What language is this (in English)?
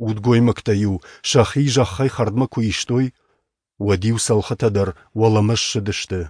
Ossetic